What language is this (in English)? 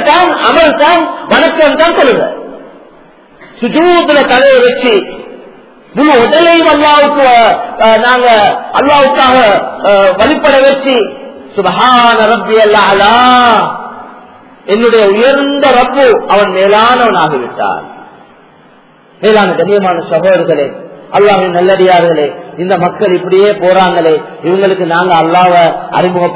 Tamil